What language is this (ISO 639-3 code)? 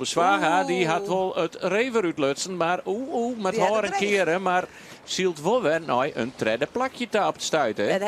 fry